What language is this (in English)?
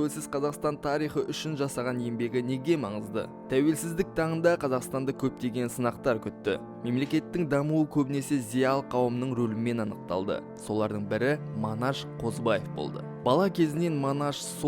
Kazakh